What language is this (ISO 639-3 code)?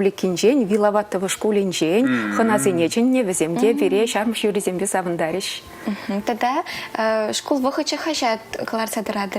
chv